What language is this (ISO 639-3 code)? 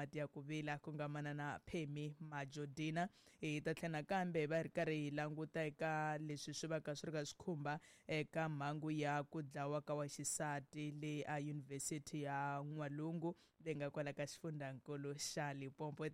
tso